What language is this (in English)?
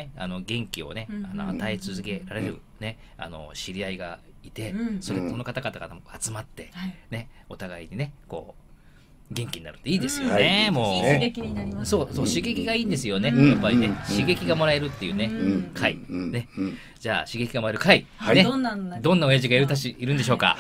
Japanese